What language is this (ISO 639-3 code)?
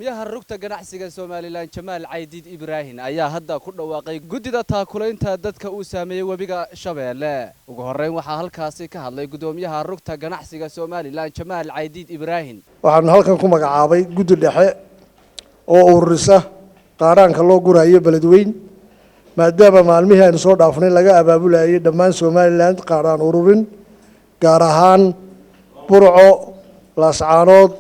som